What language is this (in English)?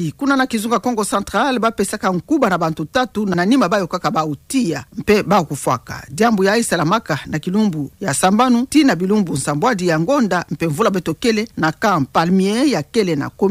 Kituba (Democratic Republic of Congo)